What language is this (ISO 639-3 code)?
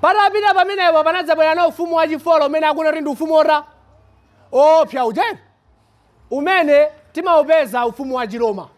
nya